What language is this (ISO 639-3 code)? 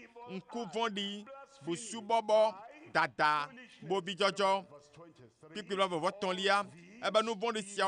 ewe